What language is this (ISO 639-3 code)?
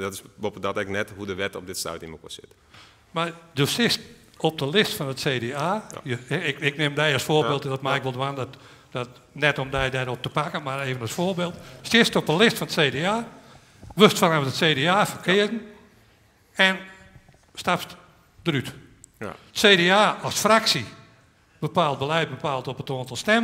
fry